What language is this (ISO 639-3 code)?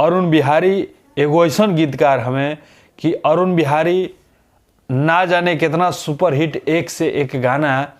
bho